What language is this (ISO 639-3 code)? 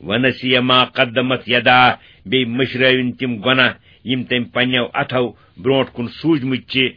kas